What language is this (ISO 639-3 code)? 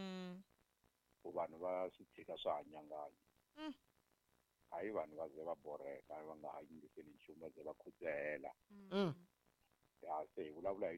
tso